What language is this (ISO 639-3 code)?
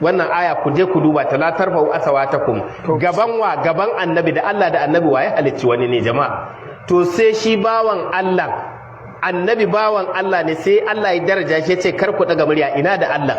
hau